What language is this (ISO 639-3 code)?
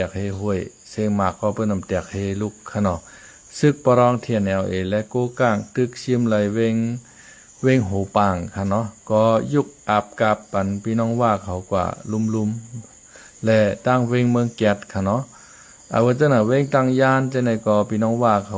shn